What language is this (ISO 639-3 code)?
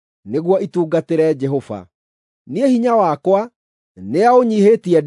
kik